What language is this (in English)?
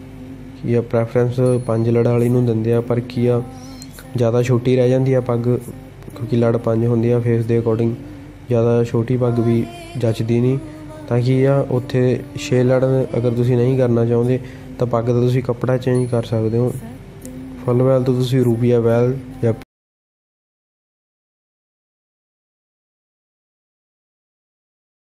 Punjabi